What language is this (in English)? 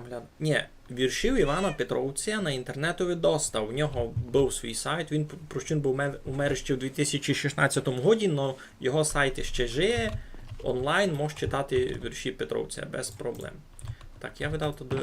Rusyn